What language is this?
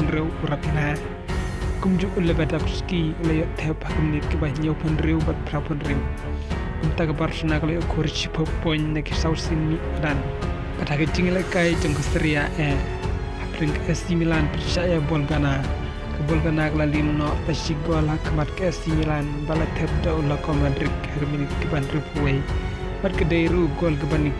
Khasi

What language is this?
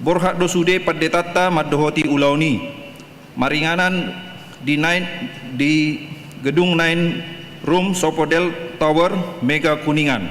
Batak Toba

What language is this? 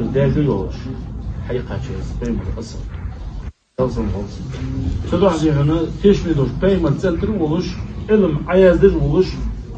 Ingush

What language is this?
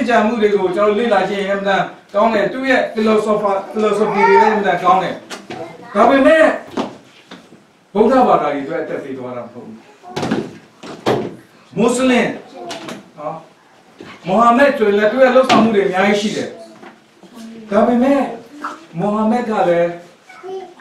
Burmese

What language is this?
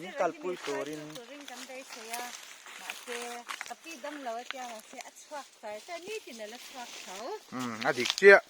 Mizo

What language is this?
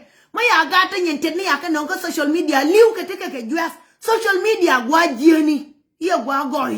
Nuer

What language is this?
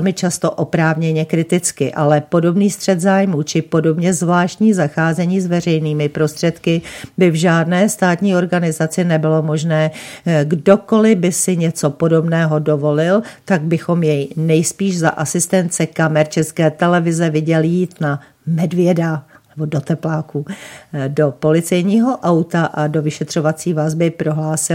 Czech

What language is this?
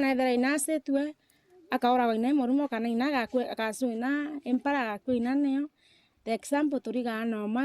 Meru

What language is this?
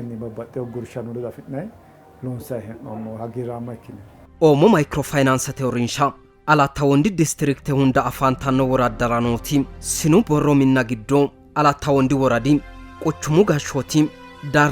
Sidamo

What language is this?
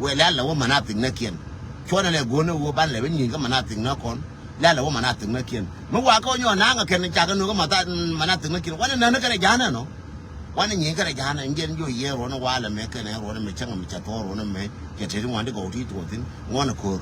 Nuer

